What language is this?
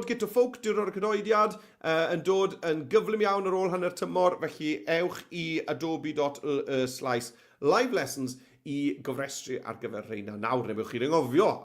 Welsh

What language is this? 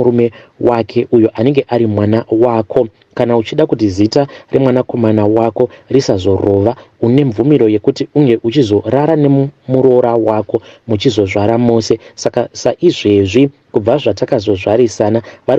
Shona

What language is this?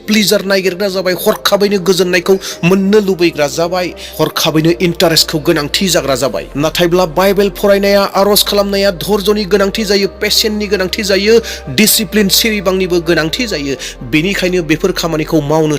Bodo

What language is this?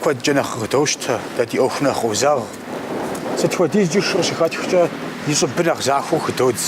Kabardian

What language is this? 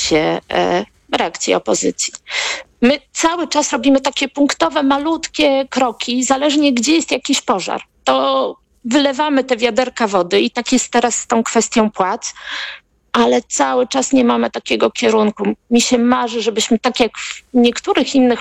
Polish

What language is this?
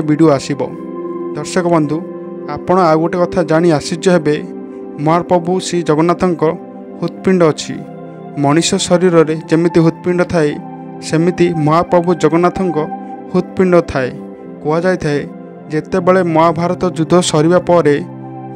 Odia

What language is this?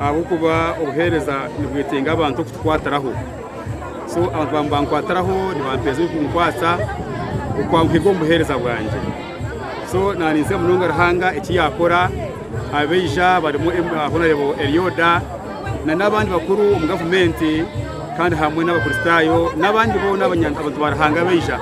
Nyankole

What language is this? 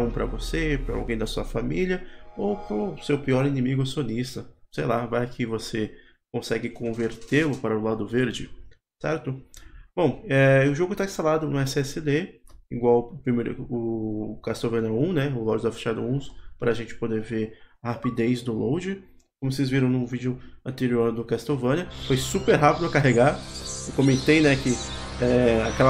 Portuguese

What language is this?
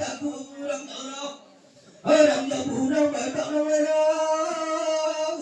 Riang (India)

